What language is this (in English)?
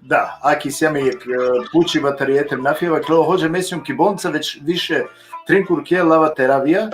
Balkan Romani